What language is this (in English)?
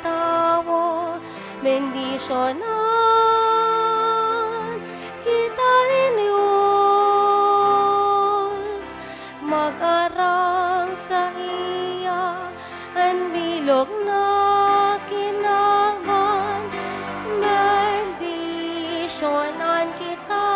Bikol